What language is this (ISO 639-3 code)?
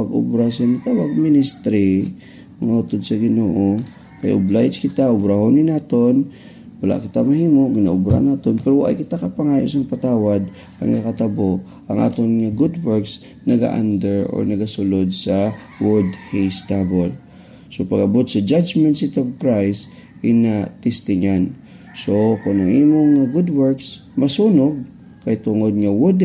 hil